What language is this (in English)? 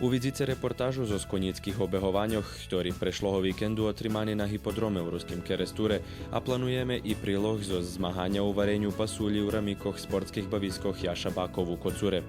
Rusyn